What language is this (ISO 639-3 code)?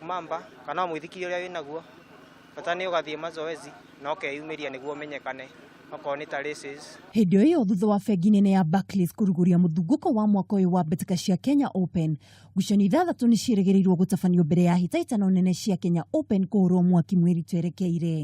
kik